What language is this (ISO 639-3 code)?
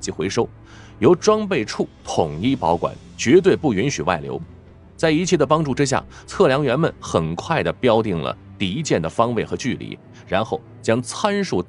zho